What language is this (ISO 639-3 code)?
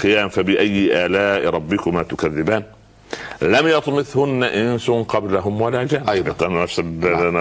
ara